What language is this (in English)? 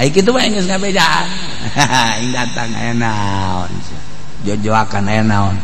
Sundanese